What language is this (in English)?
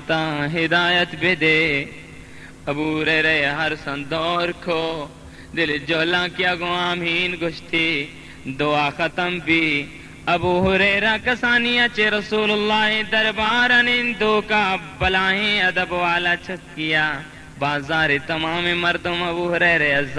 Baluchi